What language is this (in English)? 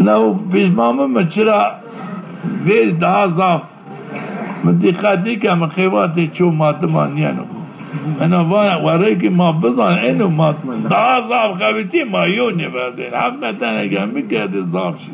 Zaza